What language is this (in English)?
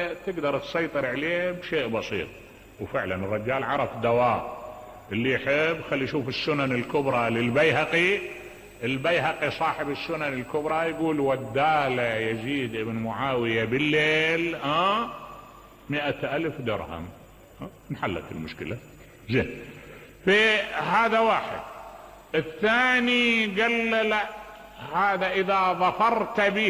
Mesopotamian Arabic